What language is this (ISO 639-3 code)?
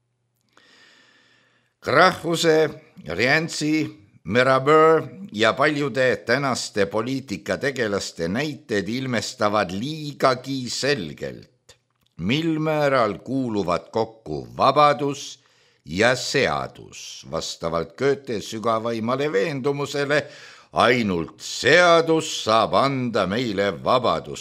est